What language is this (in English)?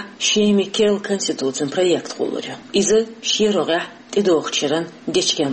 Chechen